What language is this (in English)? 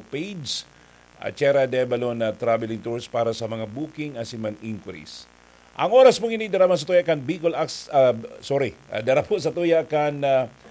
Bikol